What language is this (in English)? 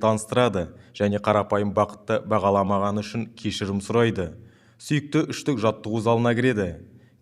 Kazakh